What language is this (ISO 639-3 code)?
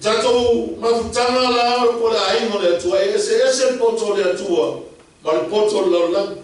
smo